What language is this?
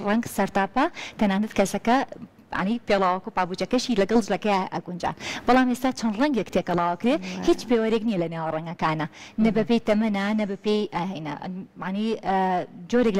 Central Kurdish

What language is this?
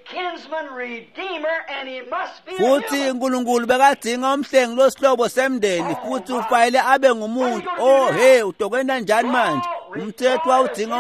Swati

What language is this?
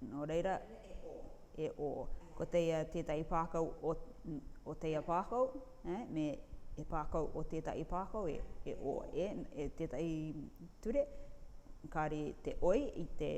Rarotongan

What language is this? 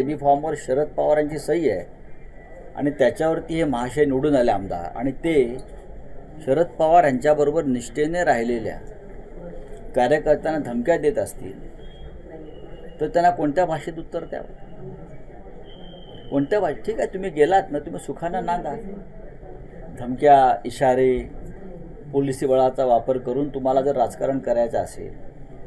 Marathi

